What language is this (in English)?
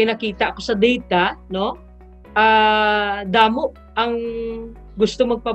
Hiligaynon